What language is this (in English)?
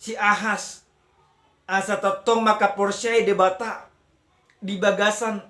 Batak Toba